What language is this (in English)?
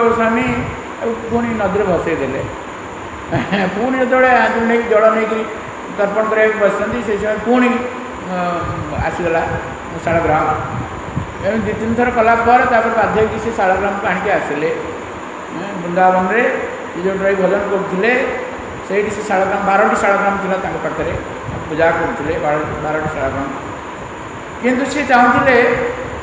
Odia